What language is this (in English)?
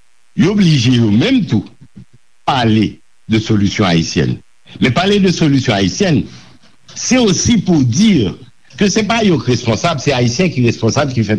Haitian Creole